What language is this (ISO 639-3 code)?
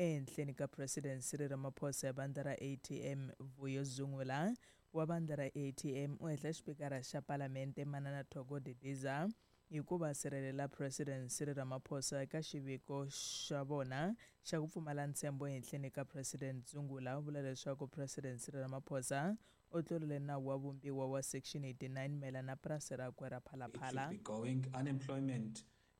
tso